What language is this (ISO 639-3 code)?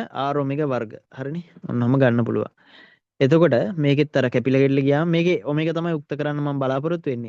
sin